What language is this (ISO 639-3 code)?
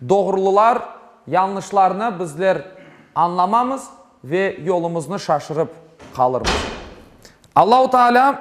crh